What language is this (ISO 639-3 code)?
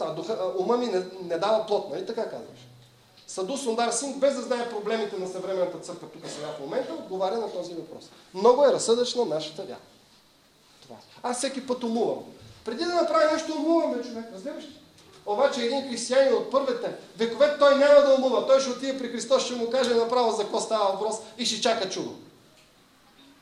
bul